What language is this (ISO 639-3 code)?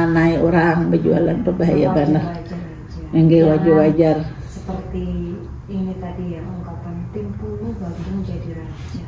bjn